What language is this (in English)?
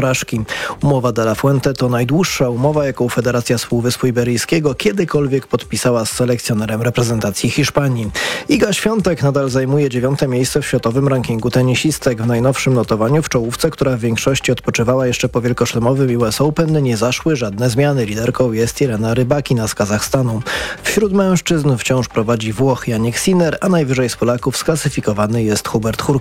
Polish